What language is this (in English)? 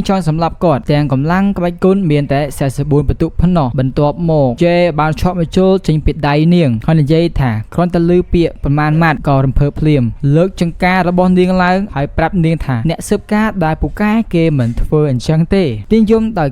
Khmer